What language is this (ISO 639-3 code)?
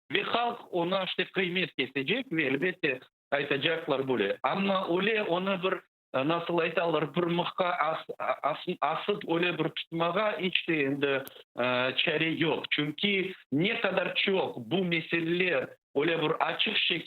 crh